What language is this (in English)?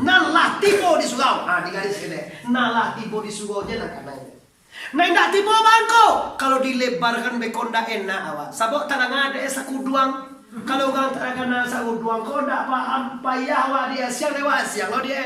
Minangkabau